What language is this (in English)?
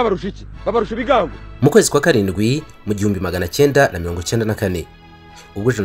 Kinyarwanda